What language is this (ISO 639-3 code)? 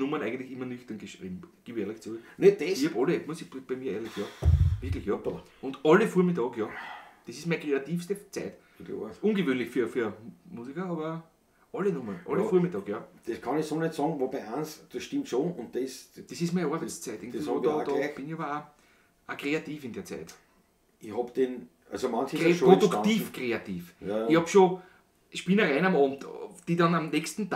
bar